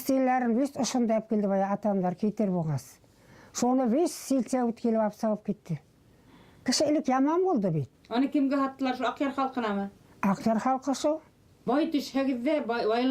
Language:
Bashkir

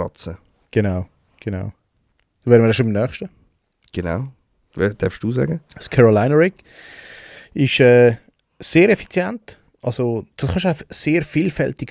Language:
Swiss German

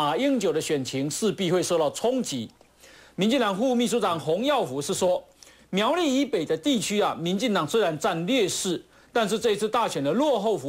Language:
Chinese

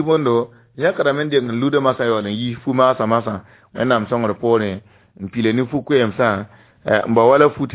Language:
Mossi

